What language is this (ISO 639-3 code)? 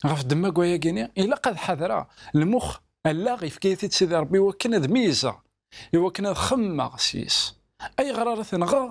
kab